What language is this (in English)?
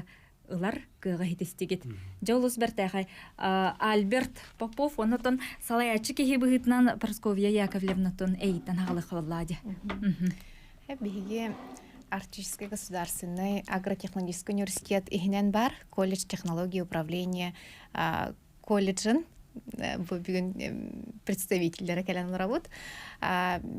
Yakut